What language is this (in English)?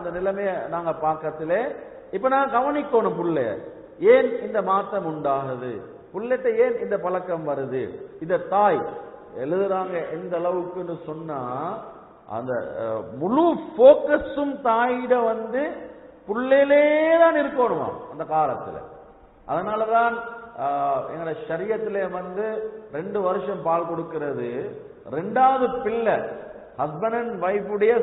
Tamil